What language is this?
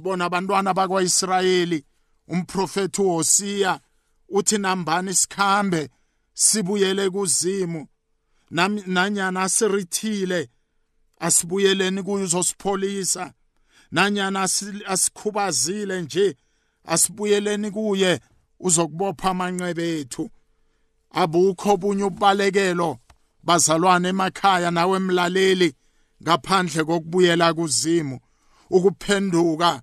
South Ndebele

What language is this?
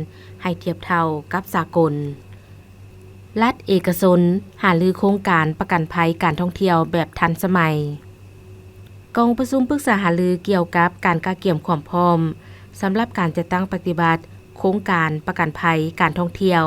Lao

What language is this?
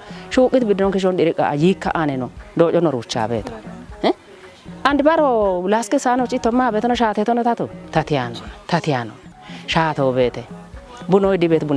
Kafa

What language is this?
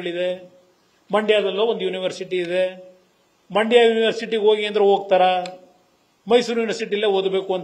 Kannada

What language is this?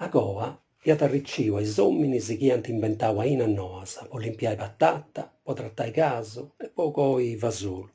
Sardinian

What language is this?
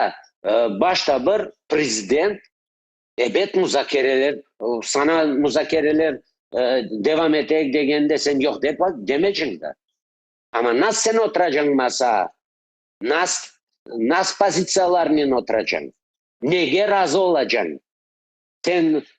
Crimean Tatar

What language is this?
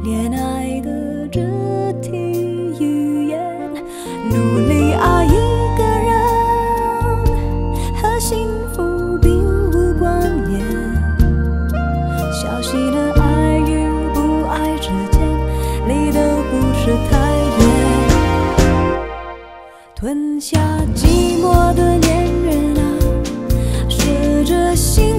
Chinese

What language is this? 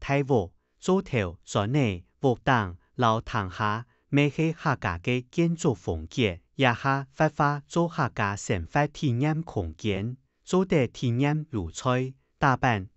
Hakka Chinese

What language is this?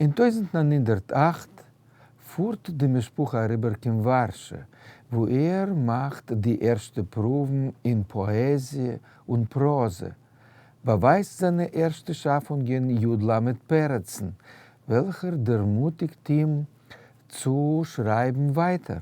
Yiddish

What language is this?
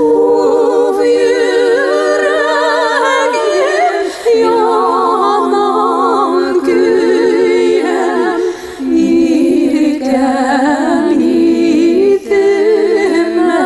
Bashkir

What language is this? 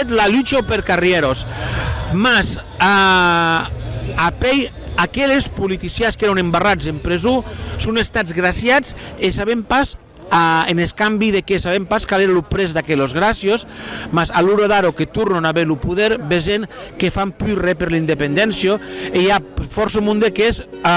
Occitan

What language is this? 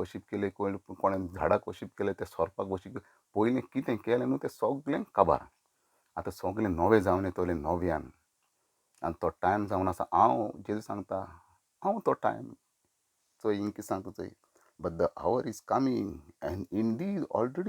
Konkani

